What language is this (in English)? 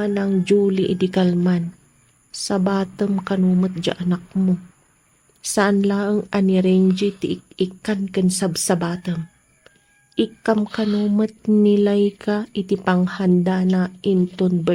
Iloko